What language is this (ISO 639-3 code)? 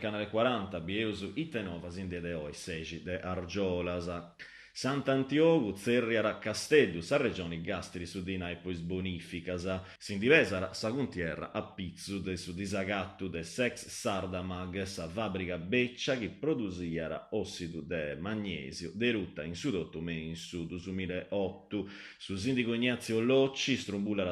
srd